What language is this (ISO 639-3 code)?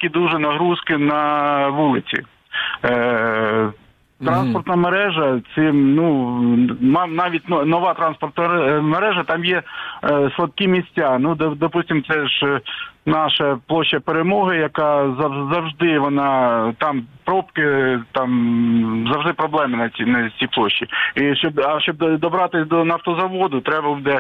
ukr